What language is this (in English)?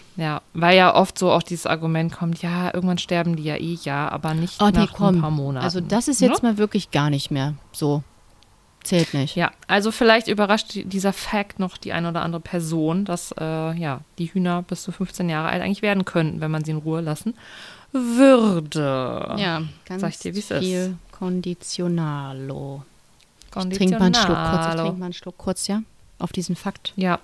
German